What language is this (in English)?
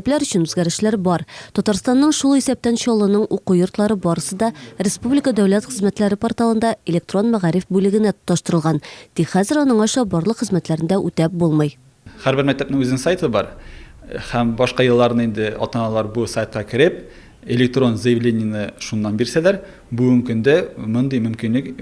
Tatar